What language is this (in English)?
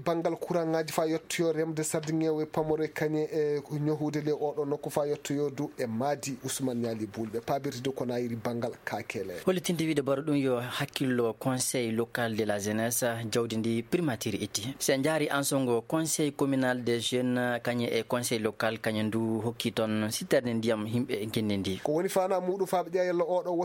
Fula